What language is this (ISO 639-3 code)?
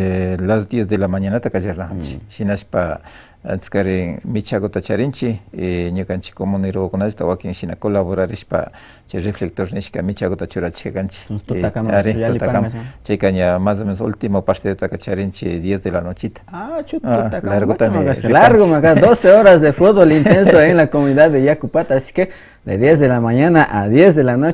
qvi